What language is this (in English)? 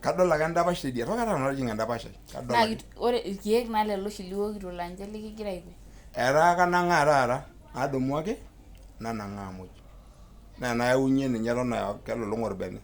Masai